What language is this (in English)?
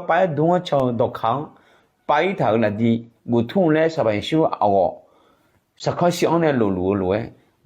Akha